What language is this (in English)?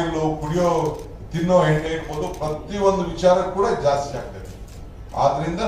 Kannada